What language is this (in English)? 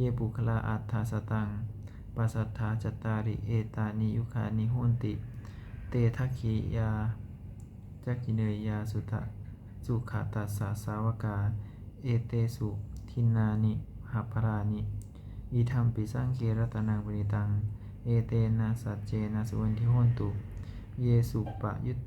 Pali